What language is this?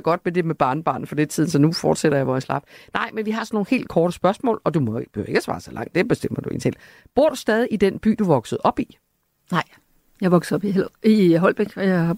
Danish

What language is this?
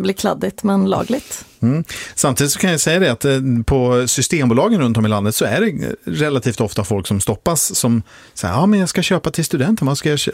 Swedish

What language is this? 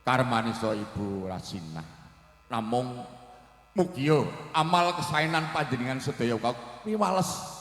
Javanese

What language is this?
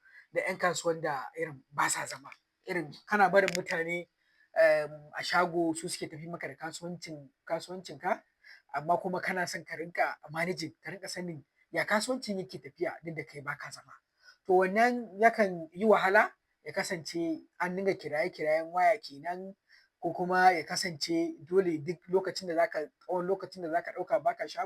Hausa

